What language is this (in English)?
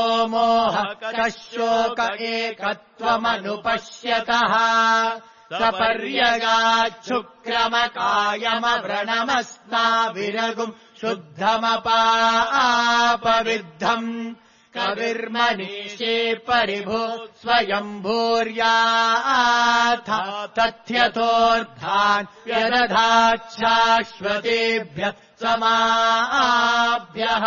Sanskrit